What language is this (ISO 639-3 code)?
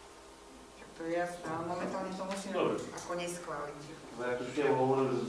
slk